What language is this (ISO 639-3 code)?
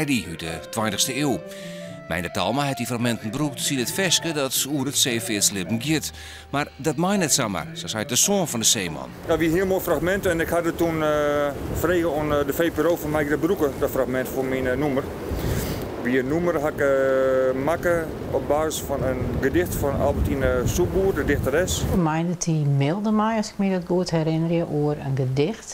fry